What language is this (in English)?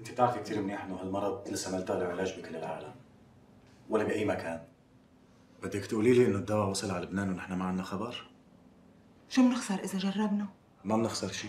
North Levantine Arabic